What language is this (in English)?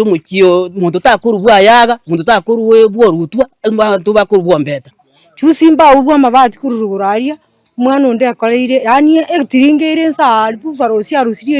Gusii